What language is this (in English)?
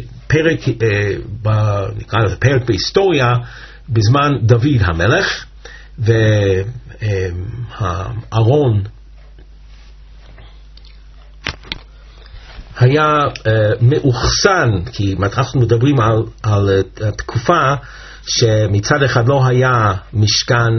Hebrew